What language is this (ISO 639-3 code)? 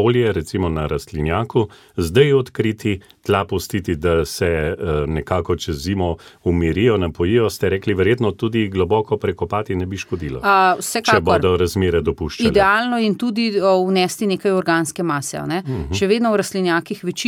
slv